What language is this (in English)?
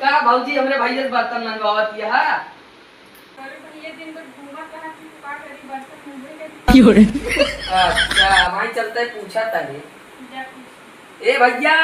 Awadhi